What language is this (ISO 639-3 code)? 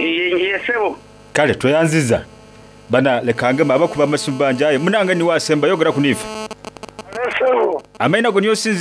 xog